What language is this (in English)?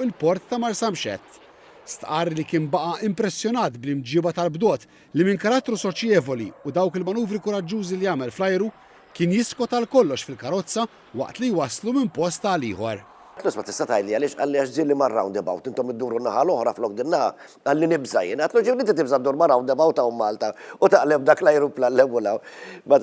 Maltese